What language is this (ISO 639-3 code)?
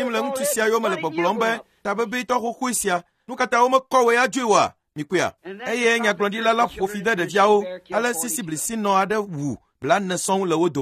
ewe